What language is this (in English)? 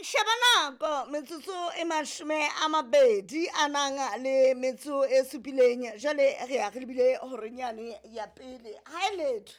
Southern Sotho